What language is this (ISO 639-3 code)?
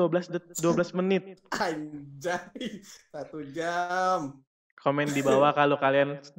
mui